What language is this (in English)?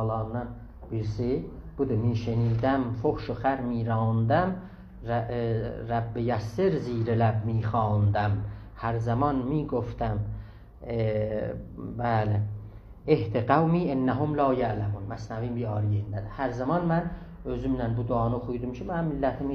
South Azerbaijani